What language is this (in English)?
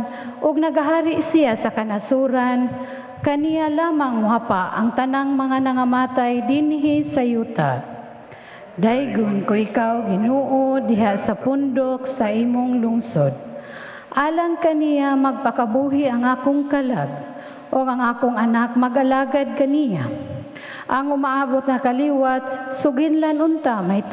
Cebuano